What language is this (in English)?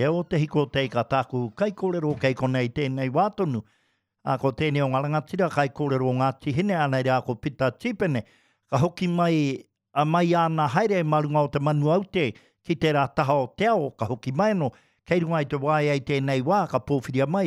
Māori